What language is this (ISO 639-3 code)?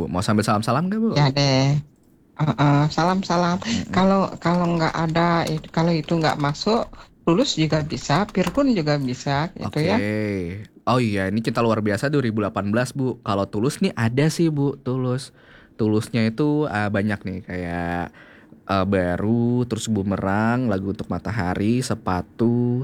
ind